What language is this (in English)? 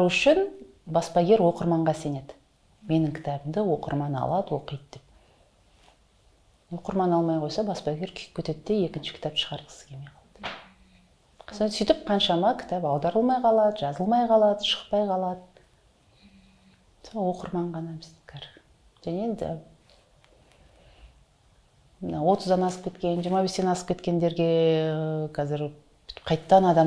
Kazakh